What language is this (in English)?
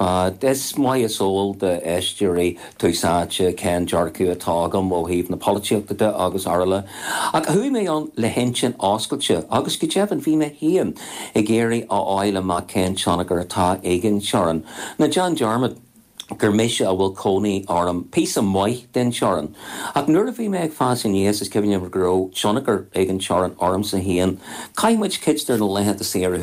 Irish